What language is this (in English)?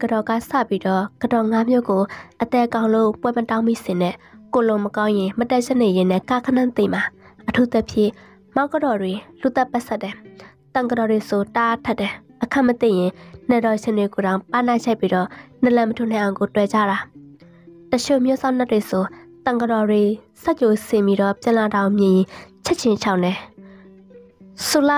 Burmese